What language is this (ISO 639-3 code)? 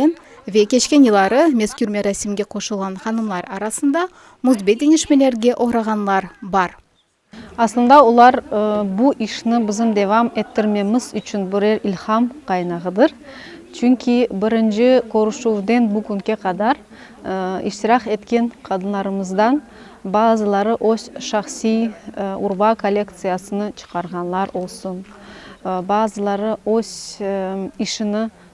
crh